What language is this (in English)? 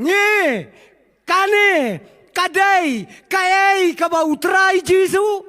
Khasi